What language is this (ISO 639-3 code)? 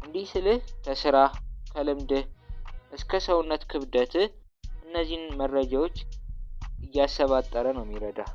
amh